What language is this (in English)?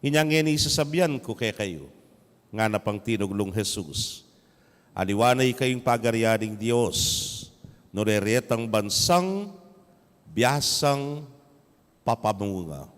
Pampanga